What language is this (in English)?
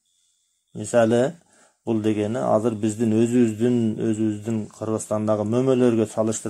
Kyrgyz